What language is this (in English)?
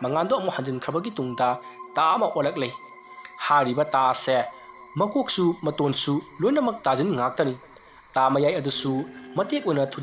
Manipuri